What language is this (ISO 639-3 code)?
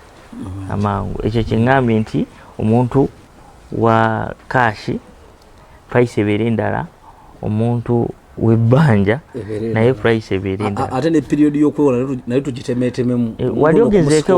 lug